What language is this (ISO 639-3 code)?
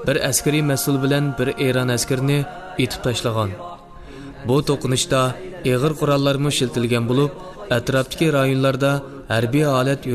uig